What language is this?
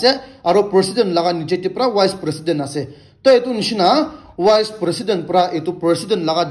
Naga Pidgin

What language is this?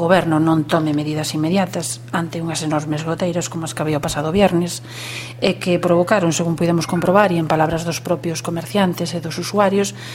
Galician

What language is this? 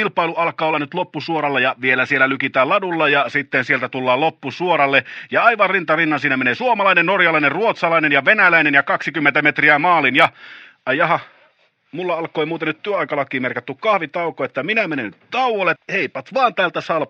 Finnish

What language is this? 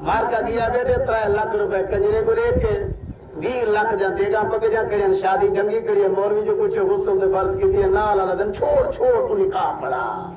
Saraiki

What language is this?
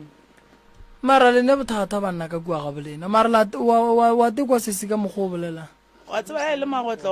Northern Sotho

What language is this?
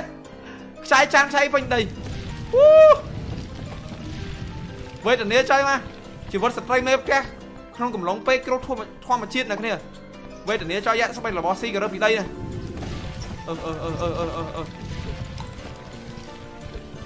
Vietnamese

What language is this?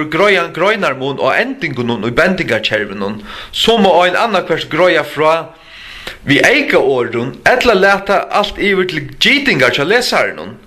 Faroese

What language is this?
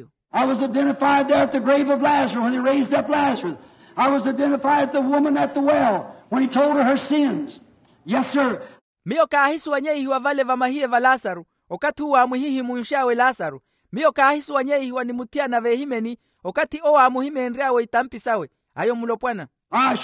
Makhuwa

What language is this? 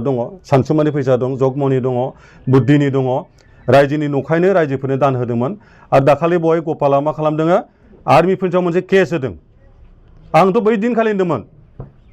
Bodo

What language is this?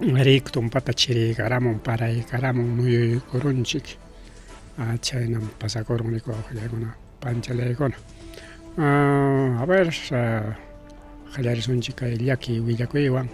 Ayacucho Quechua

